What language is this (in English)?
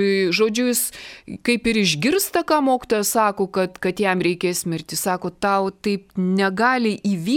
Lithuanian